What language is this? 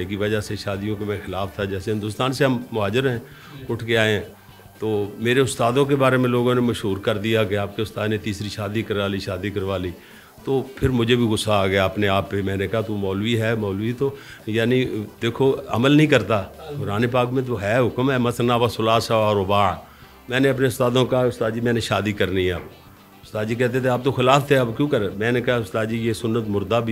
Urdu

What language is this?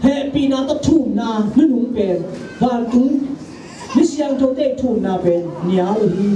Tedim Chin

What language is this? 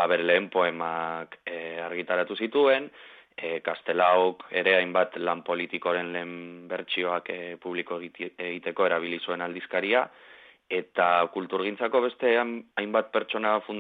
Basque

